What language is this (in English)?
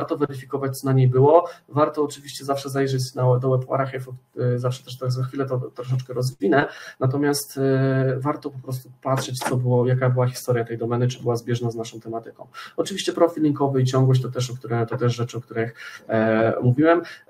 Polish